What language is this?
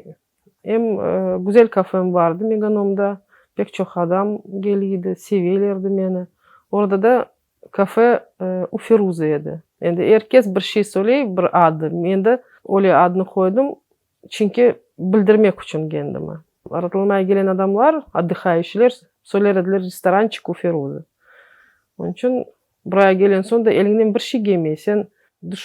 Crimean Tatar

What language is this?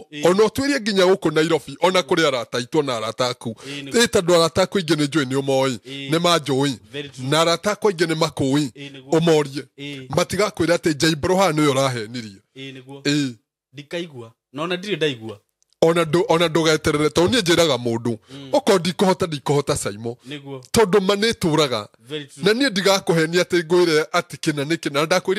Kikuyu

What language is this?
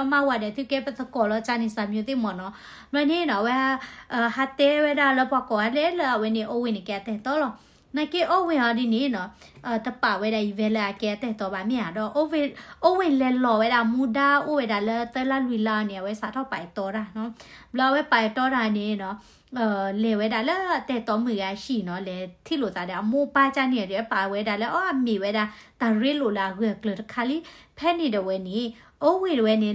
S'gaw Karen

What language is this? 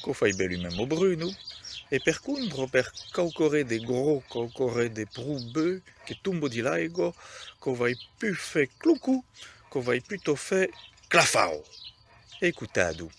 Occitan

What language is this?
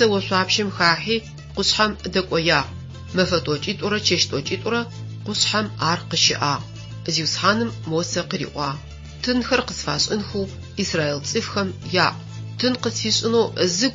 Adyghe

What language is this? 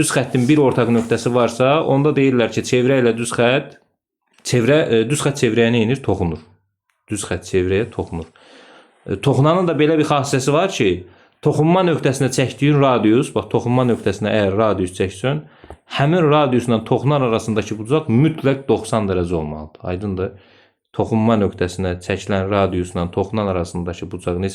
Azerbaijani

